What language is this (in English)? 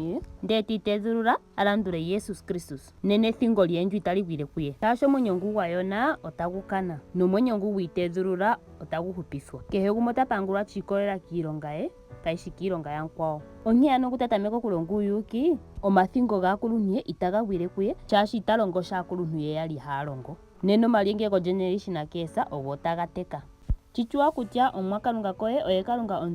Ndonga